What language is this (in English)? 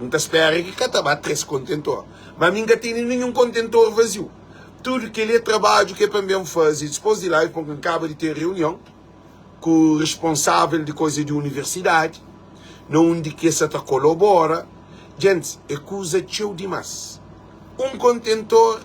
Kabuverdianu